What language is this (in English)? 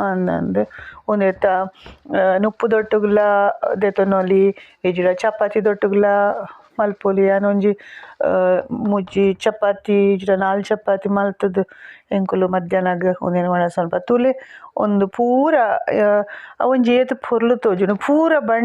Tulu